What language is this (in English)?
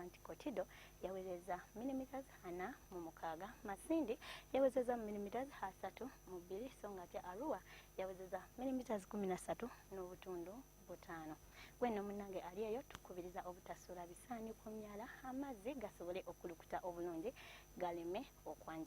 Ganda